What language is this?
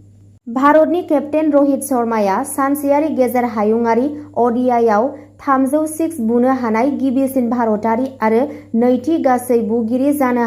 Bodo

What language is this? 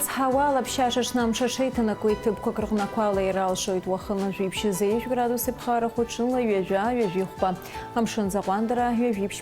Abkhazian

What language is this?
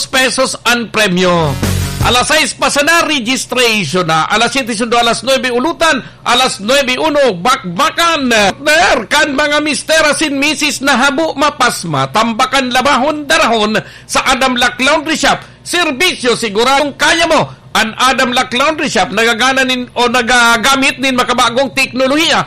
Bikol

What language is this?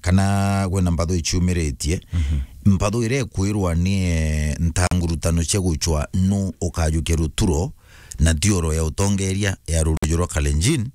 Meru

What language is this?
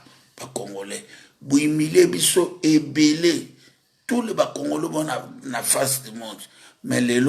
Lingala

